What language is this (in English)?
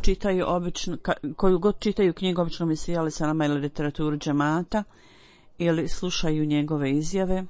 Bosnian